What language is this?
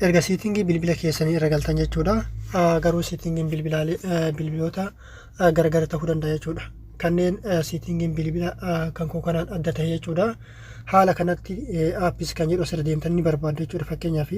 Oromo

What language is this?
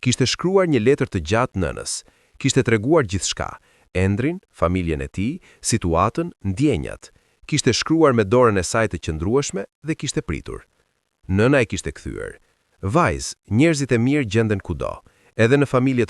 Albanian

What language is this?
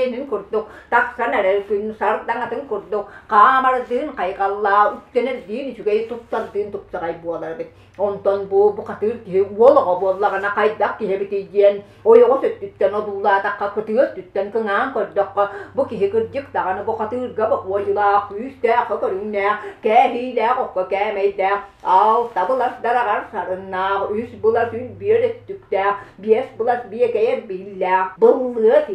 Yakut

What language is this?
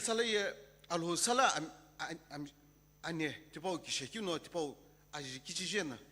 Sumi Naga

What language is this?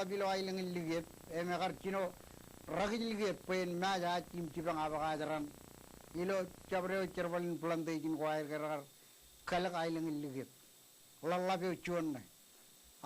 Marshallese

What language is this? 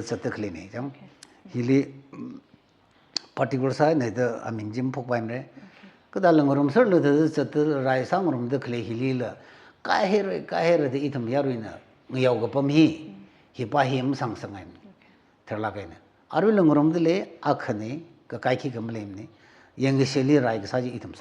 Tangkhul Naga (India)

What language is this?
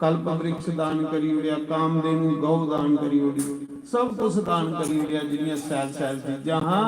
Dogri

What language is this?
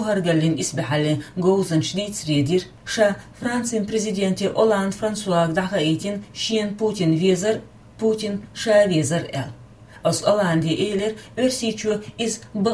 Chechen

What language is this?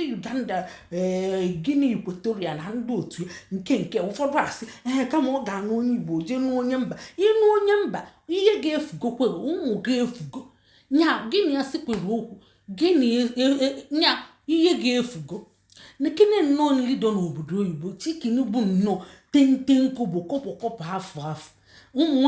Igbo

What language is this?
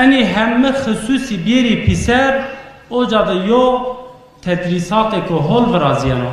Zaza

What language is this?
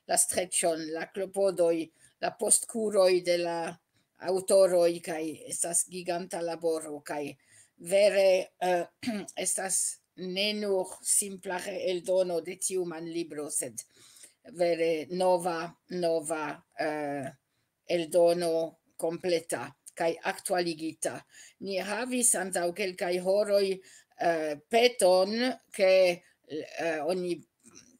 Esperanto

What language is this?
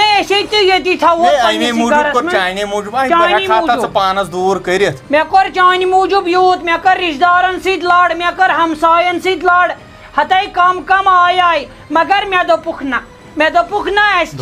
Kashmiri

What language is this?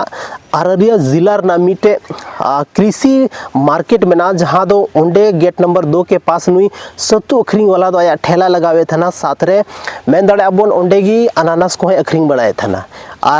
Santali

